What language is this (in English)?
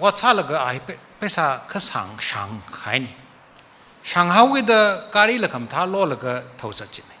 Tangkhul Naga (India)